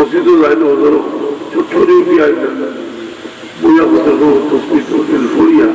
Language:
Sylheti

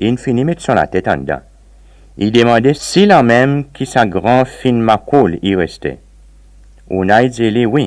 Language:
Seselwa Creole French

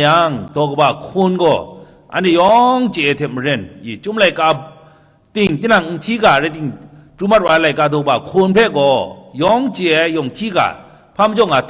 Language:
Kachin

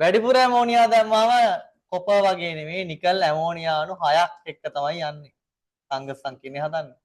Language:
Sinhala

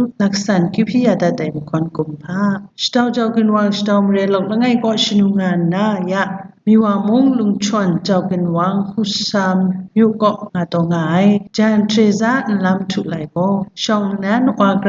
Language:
Kachin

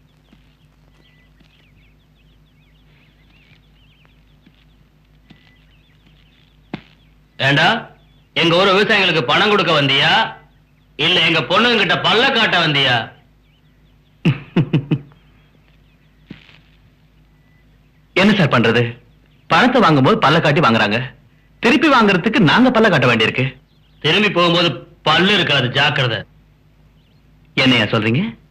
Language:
Tamil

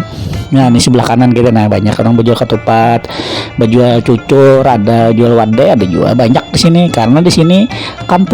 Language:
Banjar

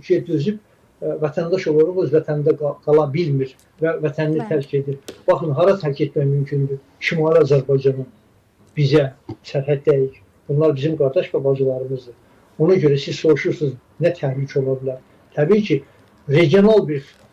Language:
Azerbaijani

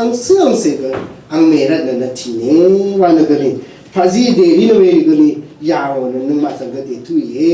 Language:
Rawang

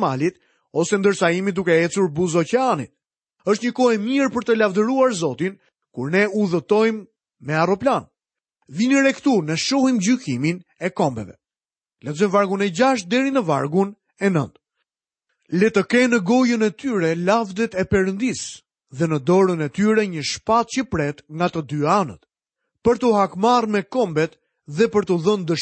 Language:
Albanian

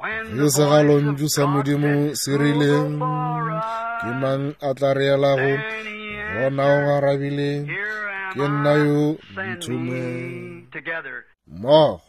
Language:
Northern Sotho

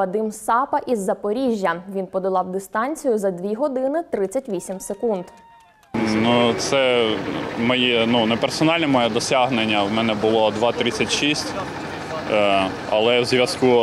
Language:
Ukrainian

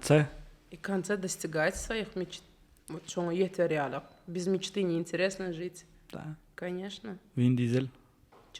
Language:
Turkmen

